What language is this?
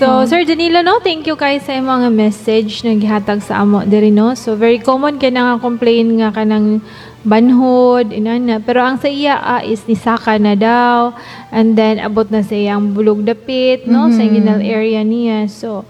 Cebuano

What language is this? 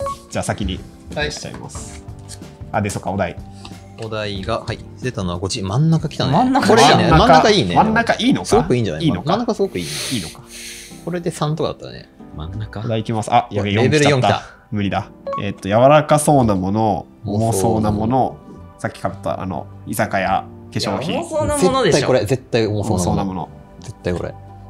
Japanese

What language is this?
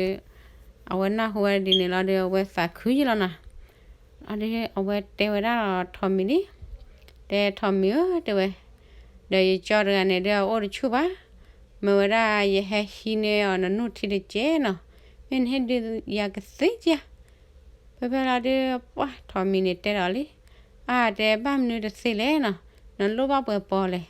S'gaw Karen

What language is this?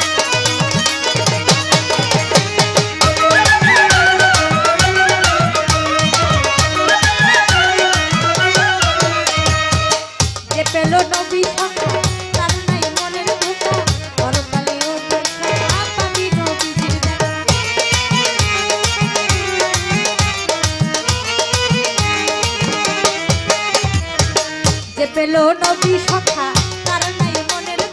Bangla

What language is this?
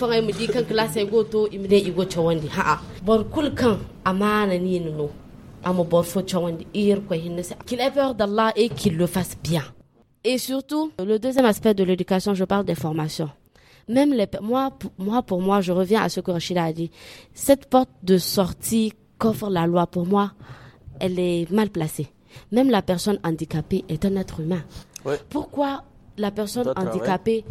Hausa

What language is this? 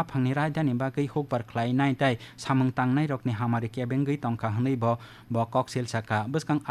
Kok Borok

